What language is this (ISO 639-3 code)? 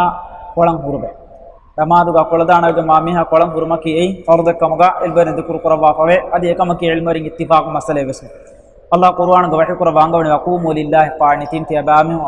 div